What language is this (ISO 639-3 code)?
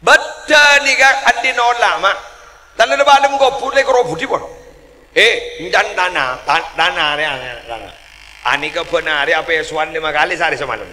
mad